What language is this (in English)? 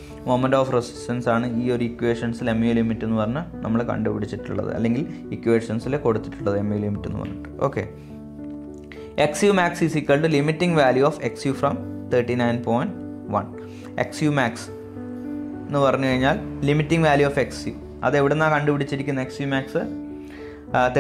Malayalam